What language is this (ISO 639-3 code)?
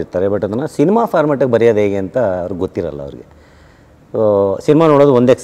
kan